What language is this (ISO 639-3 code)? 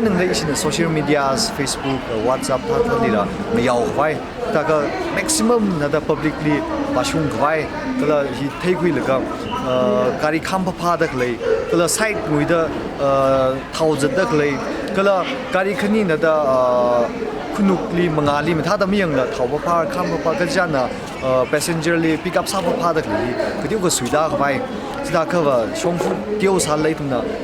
nmf